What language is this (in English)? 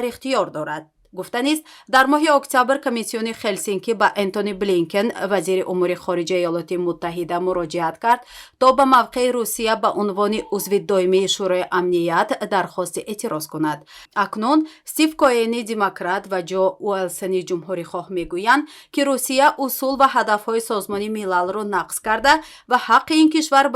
Tajik